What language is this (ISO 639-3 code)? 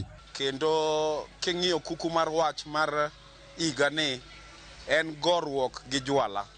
luo